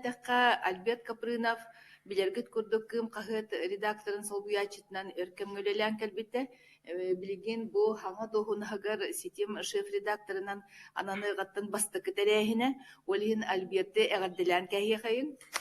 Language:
Yakut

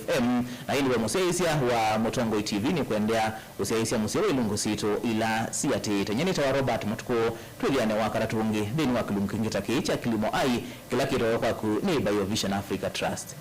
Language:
Kamba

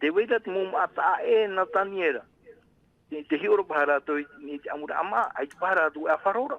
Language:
Tahitian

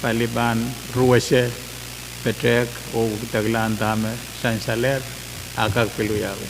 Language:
Pohnpeian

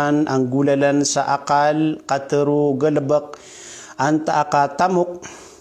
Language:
Maranao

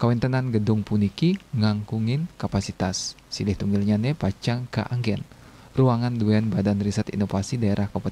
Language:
Balinese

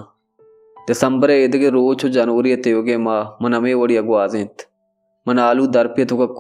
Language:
Baluchi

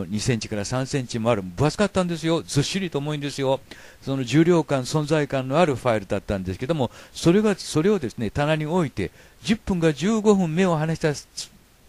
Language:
Japanese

